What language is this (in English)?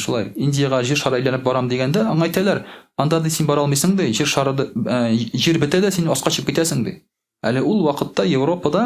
Tatar